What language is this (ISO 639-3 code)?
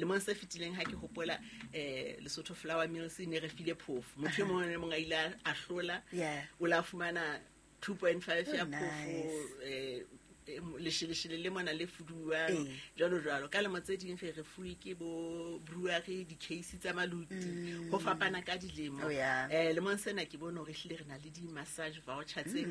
sot